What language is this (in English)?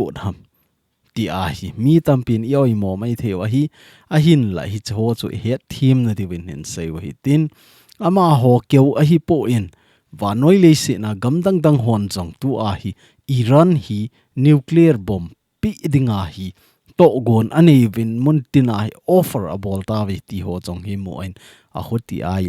Thado Chin